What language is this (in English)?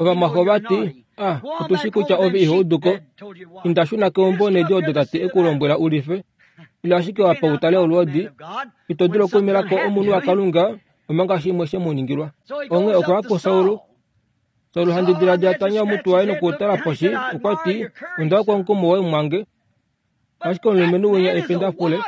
Kuanyama